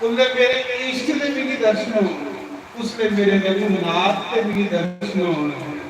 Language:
Dogri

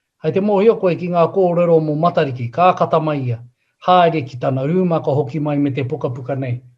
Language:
Māori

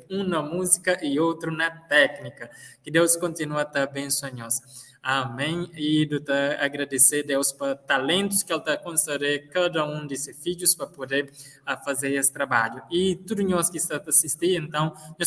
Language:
Kabuverdianu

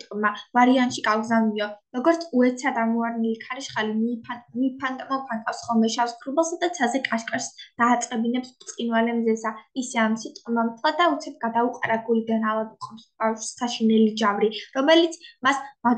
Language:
Georgian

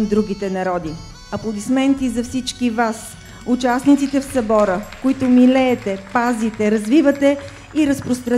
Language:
Bulgarian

